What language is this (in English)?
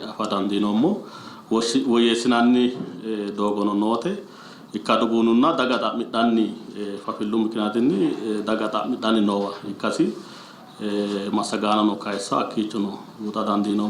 Sidamo